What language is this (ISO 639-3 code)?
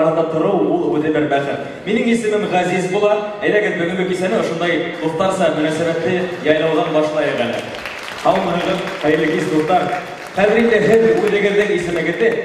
bak